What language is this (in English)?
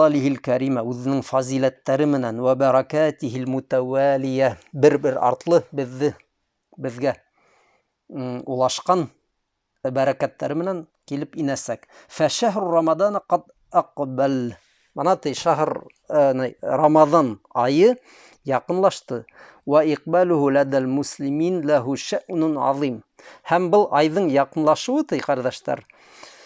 Bashkir